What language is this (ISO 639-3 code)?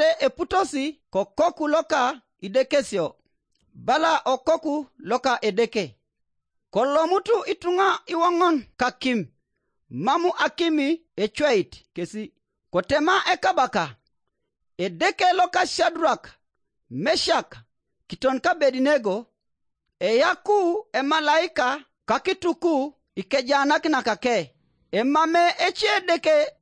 slv